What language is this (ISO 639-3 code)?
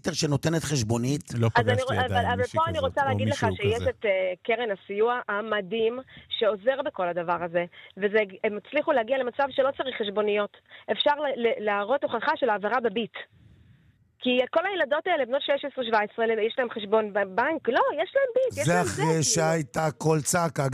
heb